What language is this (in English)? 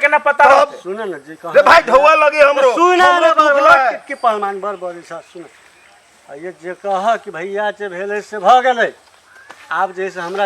Maithili